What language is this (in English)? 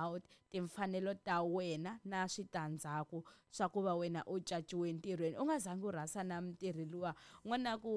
Tsonga